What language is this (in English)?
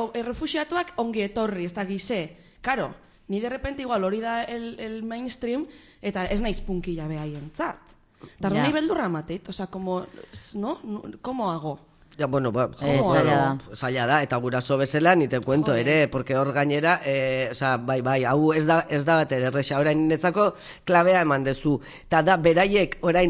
Basque